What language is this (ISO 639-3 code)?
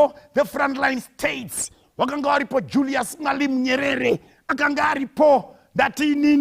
sna